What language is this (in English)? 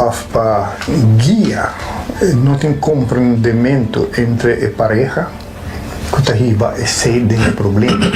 Papiamento